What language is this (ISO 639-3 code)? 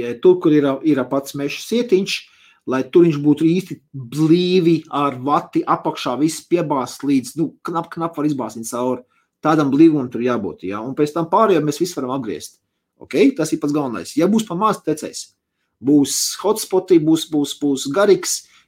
lav